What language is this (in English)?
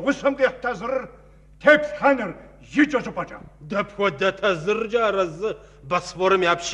Kabardian